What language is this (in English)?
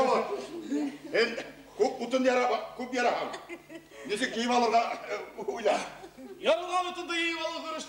Bashkir